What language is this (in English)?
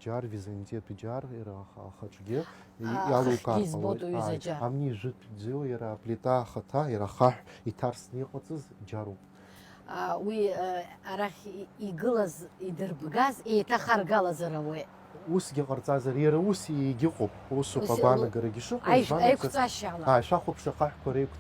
Abkhazian